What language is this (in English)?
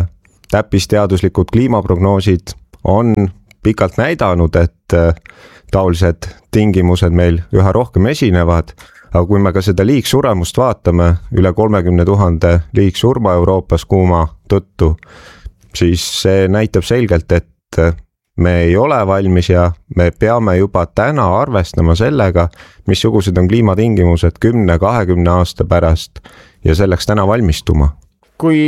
Estonian